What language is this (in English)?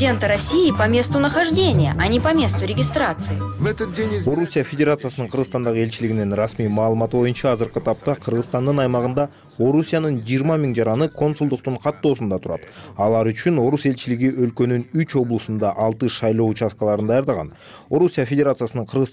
Kyrgyz